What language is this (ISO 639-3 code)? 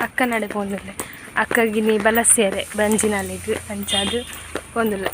tcy